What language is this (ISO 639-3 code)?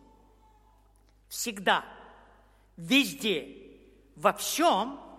rus